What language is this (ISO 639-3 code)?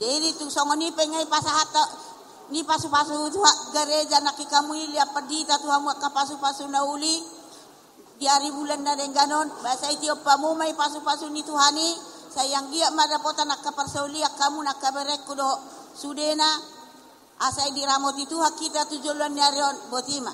bbc